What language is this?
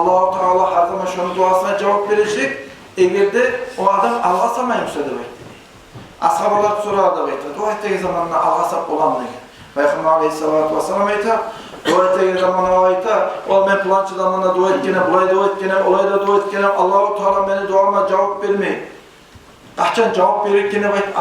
Kumyk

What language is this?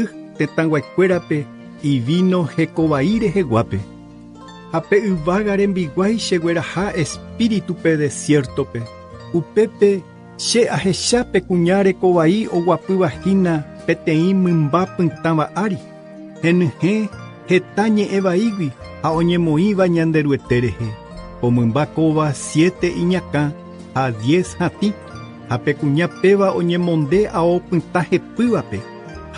Guarani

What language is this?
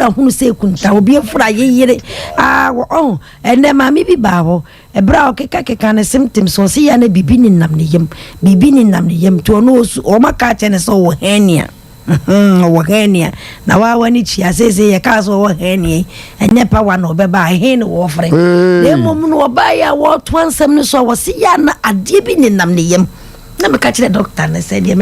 Akan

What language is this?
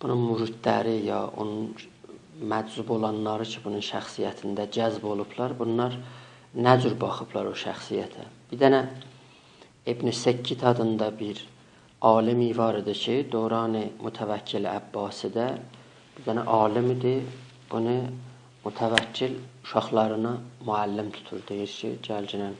South Azerbaijani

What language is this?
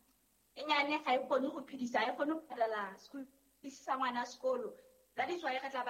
Southern Sotho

